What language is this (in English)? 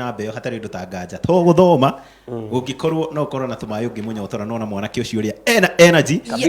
Kikuyu